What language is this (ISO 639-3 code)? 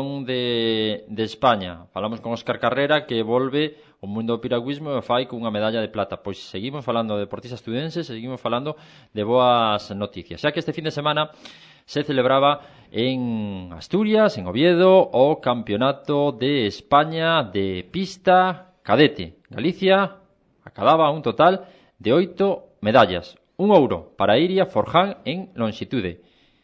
glg